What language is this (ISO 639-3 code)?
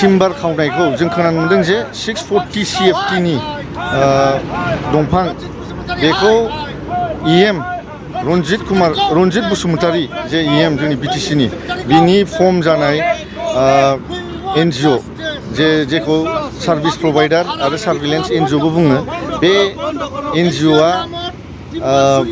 brx